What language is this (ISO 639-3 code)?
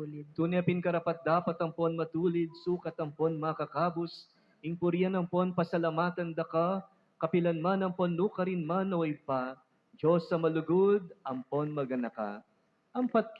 pam